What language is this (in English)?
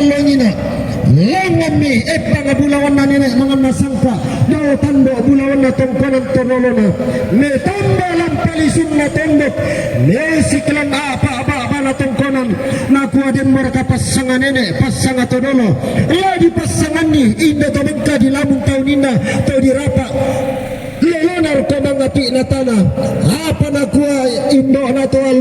Toraja-Sa'dan